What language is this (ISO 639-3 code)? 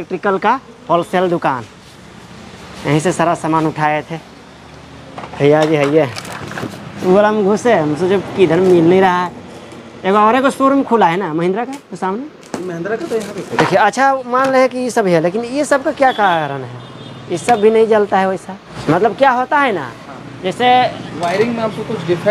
hin